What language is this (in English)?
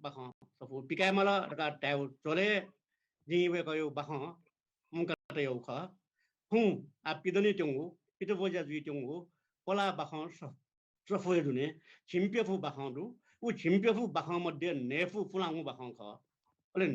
Newari